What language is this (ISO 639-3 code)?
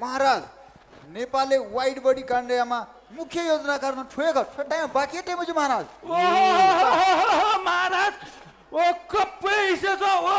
new